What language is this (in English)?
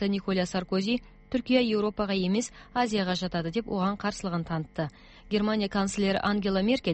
Kazakh